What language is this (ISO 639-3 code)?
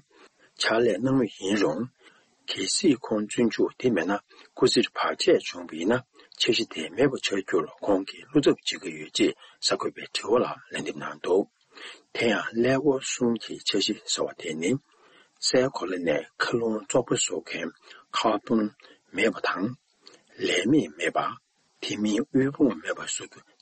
bod